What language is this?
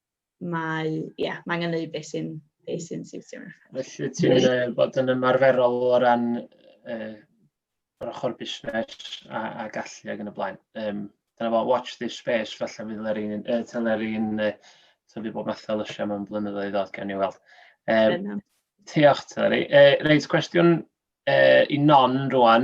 Welsh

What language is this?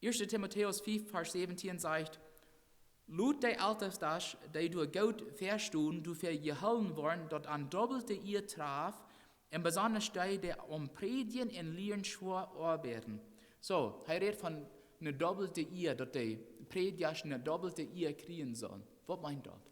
Plautdietsch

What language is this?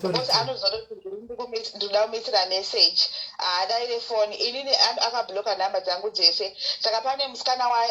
Shona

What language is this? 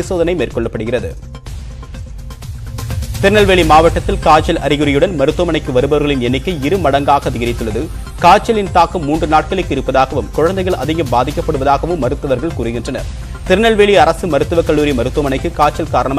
Tamil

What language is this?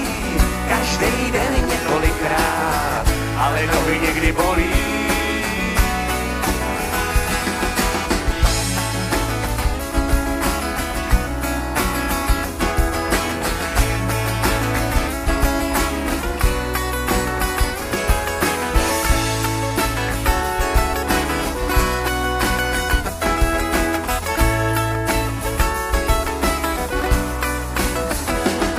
Czech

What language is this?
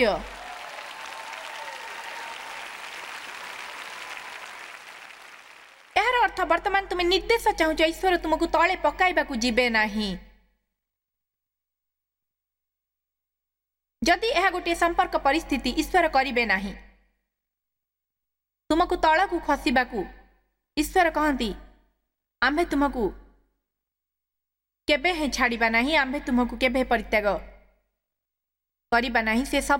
Odia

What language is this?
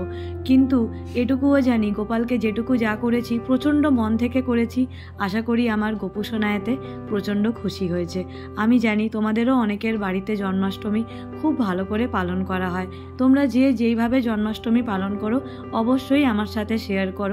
Bangla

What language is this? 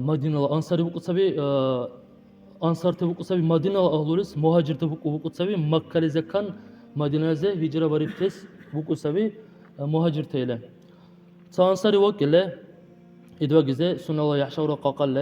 Dargwa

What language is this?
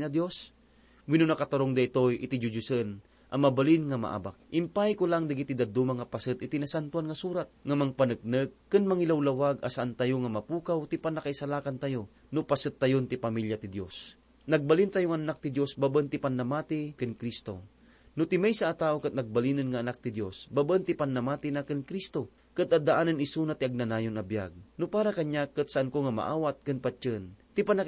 Iloko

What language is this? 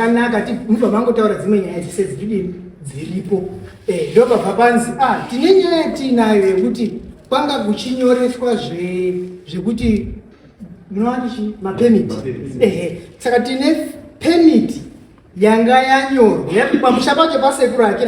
Shona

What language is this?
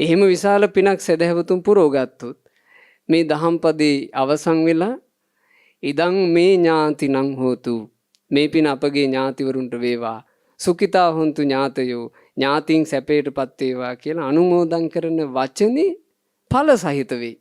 Sinhala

